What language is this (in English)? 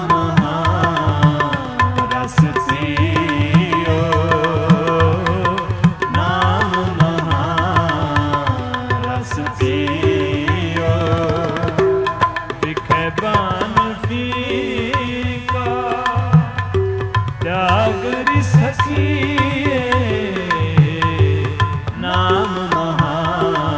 Punjabi